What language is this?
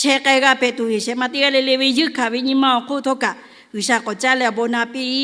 Lahu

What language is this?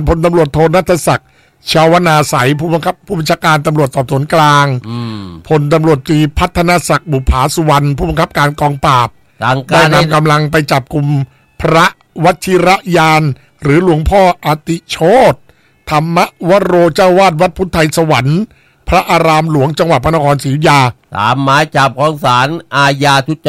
Thai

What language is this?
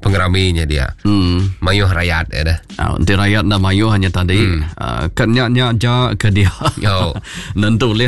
Iban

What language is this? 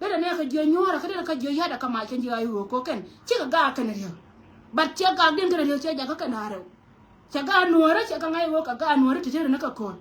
Nuer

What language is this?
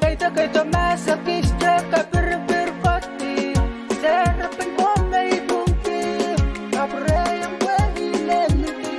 Pohnpeian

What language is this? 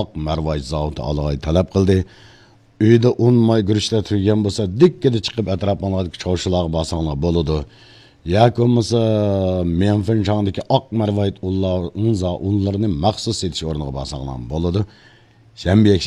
Uyghur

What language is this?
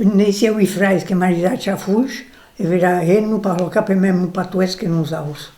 Occitan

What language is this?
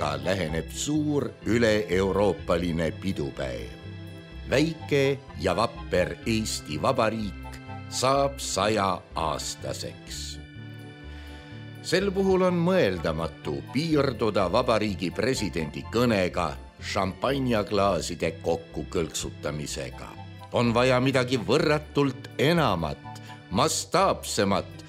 Estonian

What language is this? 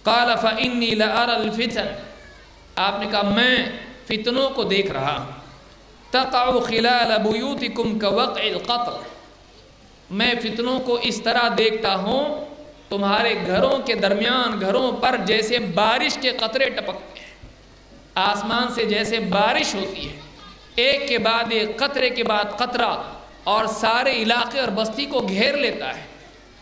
Urdu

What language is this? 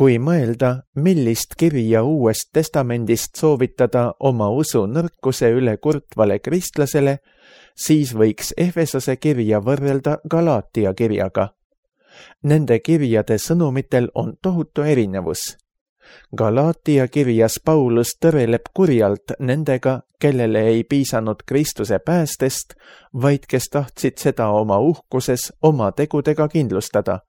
Estonian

